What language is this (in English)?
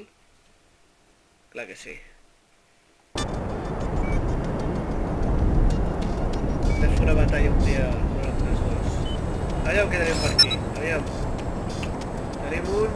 Catalan